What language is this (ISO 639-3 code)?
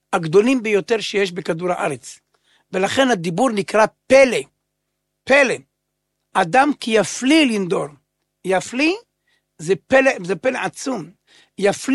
heb